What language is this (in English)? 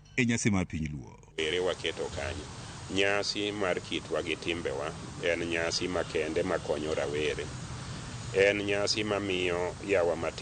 Luo (Kenya and Tanzania)